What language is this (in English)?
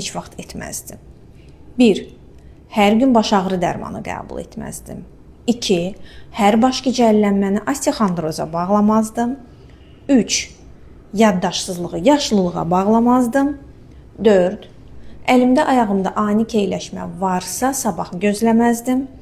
Azerbaijani